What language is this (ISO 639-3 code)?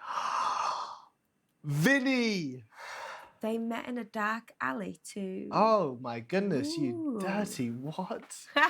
cym